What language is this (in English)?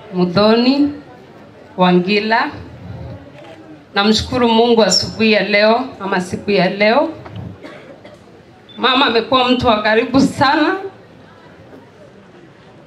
Swahili